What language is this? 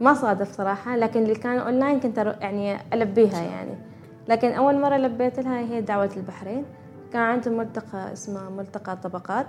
Gulf Arabic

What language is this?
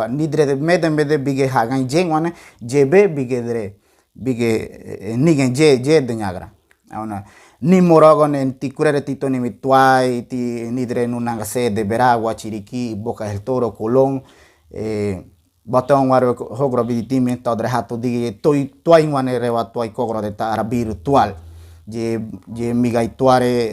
Ngäbere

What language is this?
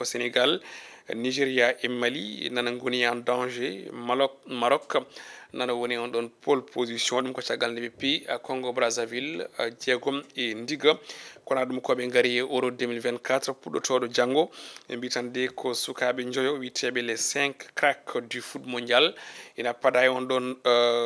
Fula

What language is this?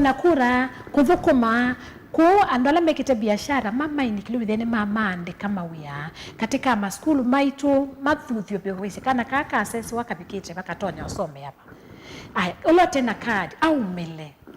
Kamba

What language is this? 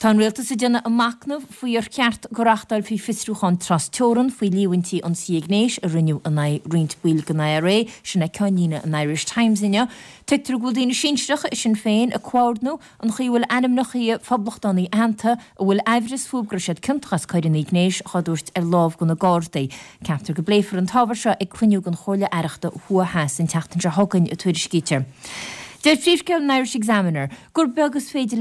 Irish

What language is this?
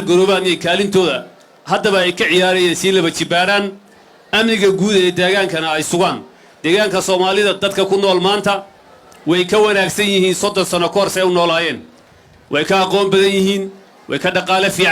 Somali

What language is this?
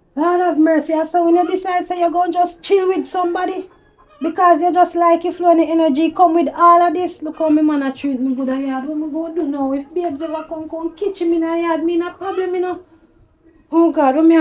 Jamaican Creole English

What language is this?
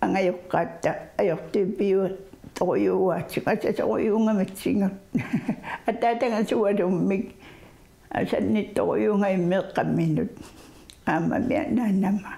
Kalaallisut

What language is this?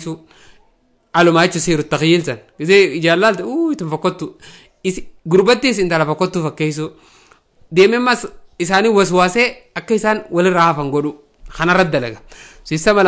Oromo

